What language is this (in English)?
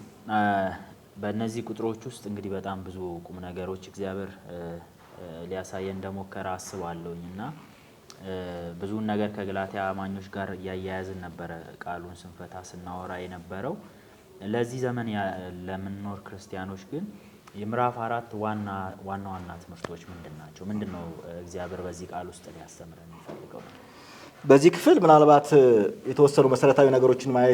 Amharic